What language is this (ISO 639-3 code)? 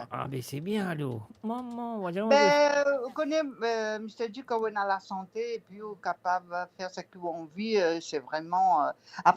mfe